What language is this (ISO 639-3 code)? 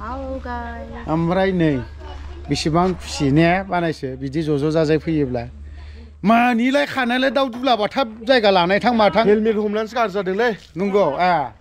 brx